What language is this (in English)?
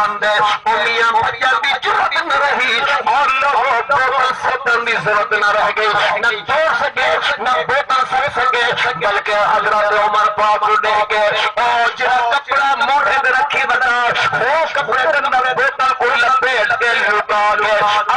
Saraiki